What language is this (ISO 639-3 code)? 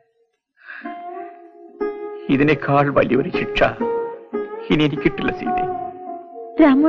mal